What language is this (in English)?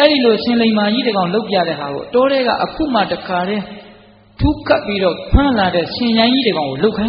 Burmese